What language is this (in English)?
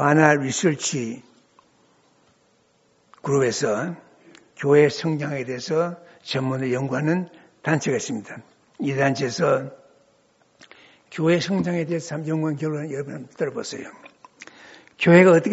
Korean